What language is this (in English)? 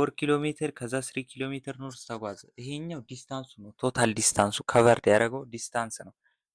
Amharic